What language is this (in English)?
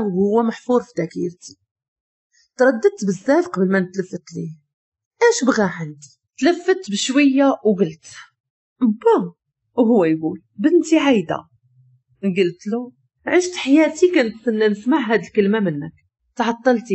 Moroccan Arabic